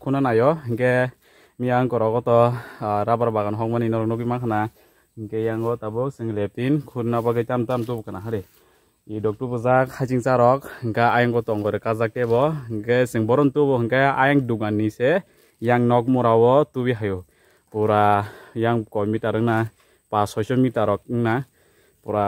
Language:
Kok Borok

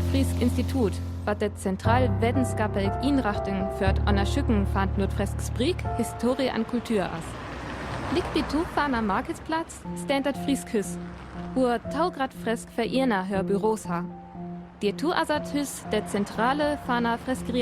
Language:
Northern Frisian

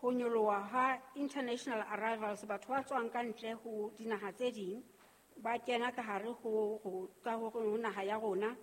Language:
Southern Sotho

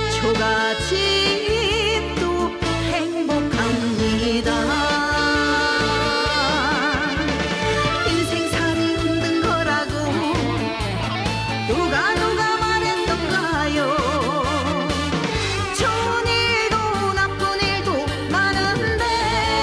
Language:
Korean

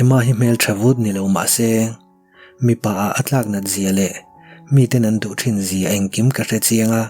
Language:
Mizo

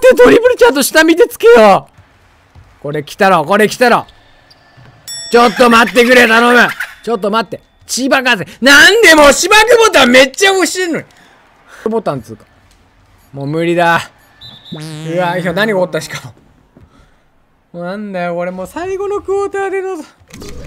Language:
Japanese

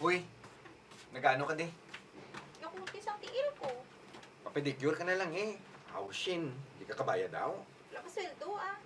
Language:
Hiligaynon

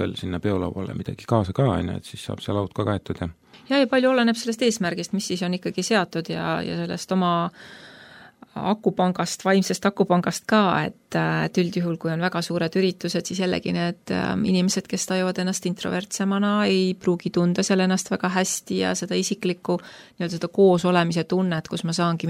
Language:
Estonian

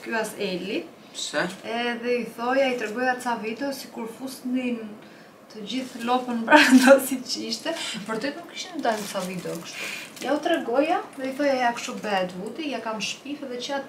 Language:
Albanian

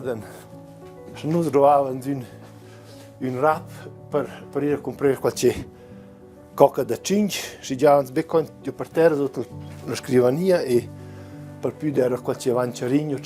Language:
Romansh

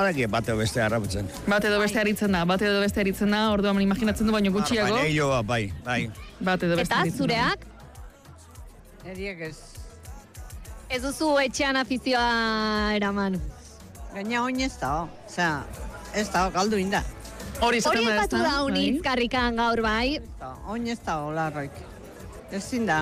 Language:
Basque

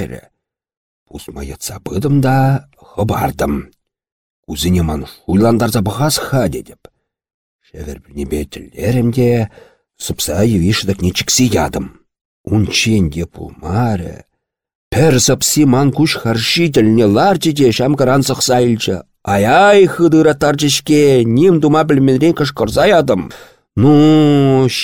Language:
Chuvash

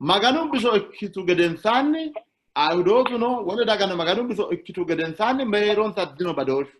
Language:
Sidamo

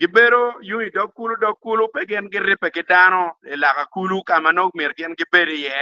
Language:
Acoli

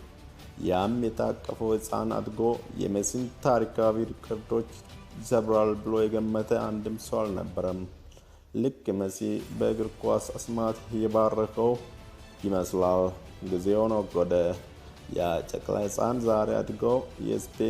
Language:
Amharic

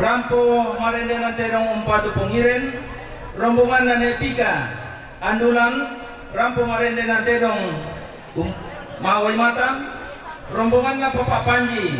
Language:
Toraja-Sa'dan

